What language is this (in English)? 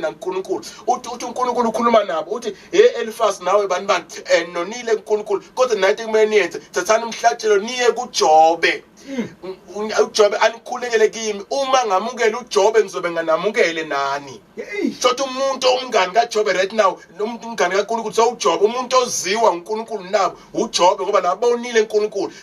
Zulu